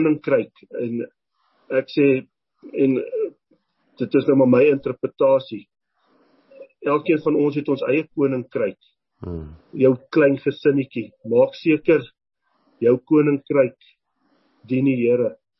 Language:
Afrikaans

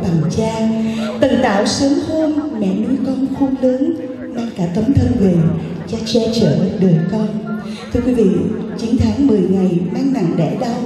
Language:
Vietnamese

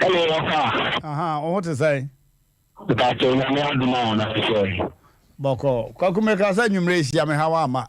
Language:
Akan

